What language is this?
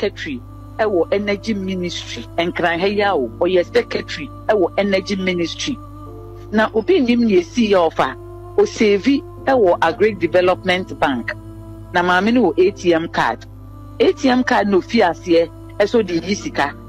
Akan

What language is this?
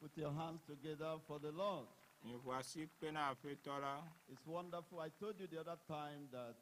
Ewe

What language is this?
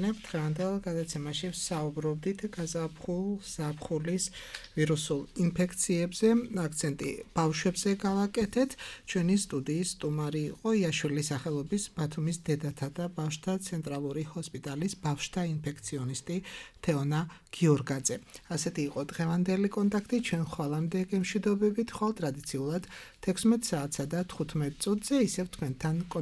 Georgian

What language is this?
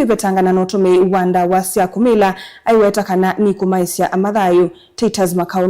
Kamba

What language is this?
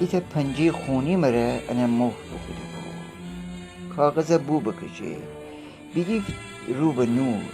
Gilaki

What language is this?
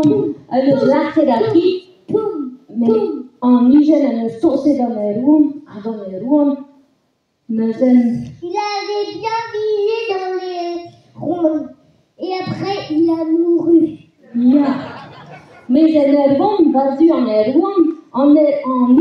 Breton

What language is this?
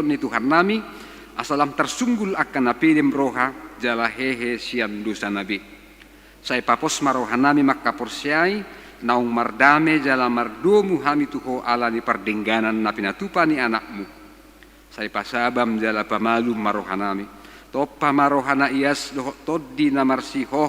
Batak Toba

